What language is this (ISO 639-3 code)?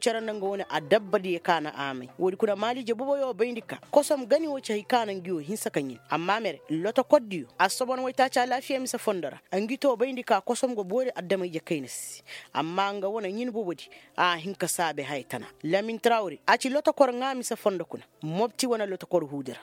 ses